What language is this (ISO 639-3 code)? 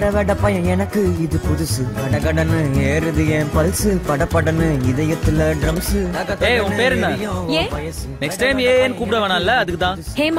tam